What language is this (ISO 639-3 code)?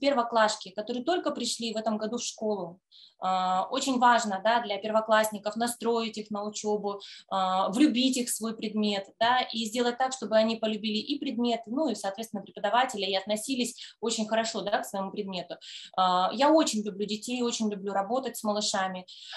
rus